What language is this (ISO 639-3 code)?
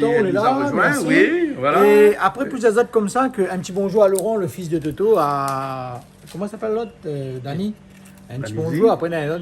rcf